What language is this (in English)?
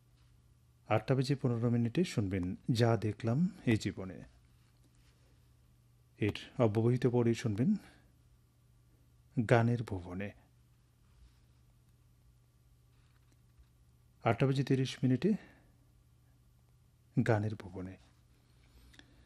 Bangla